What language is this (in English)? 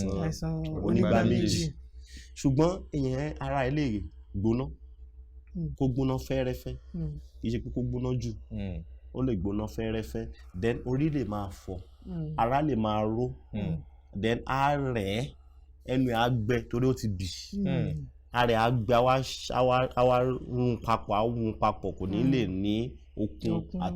Yoruba